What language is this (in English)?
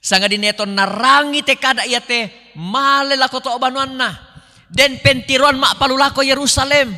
Toraja-Sa'dan